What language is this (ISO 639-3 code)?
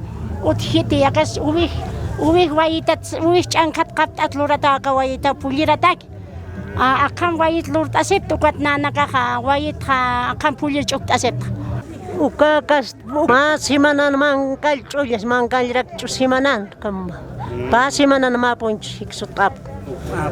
aym